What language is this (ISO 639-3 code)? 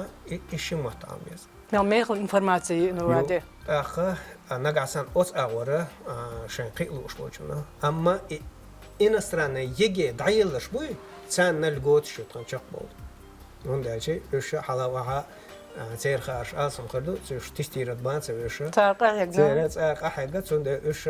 che